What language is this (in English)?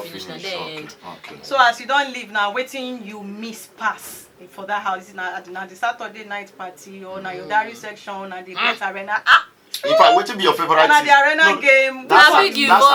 Nigerian Pidgin